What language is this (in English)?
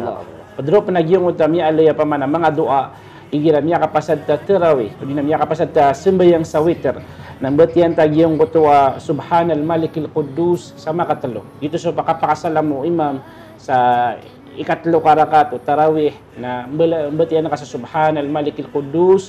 Maranao